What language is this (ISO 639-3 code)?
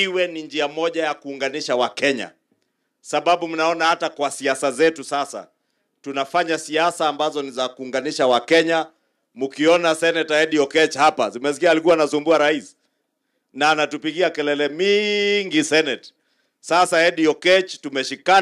swa